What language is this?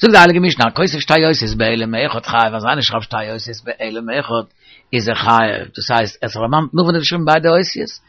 Yiddish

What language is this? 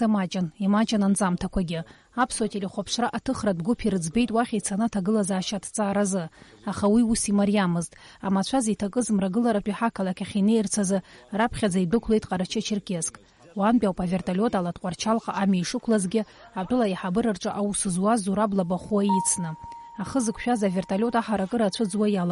Abkhazian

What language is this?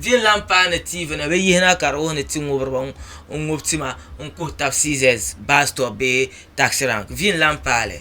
Dagbani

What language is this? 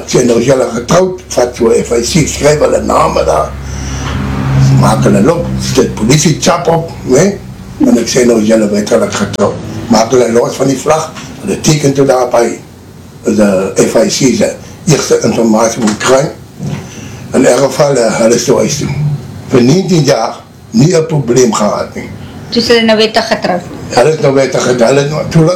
Afrikaans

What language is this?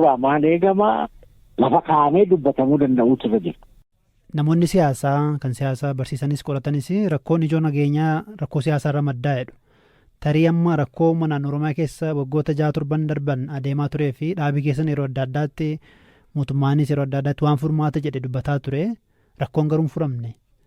Oromo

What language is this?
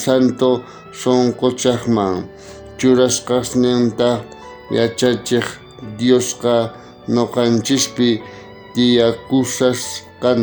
South Bolivian Quechua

